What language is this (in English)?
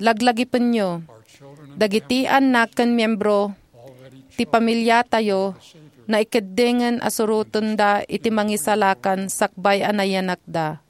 Iloko